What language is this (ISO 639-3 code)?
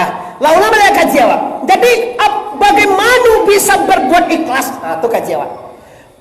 min